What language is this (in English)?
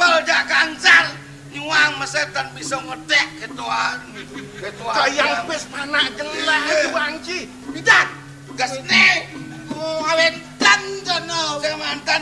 Balinese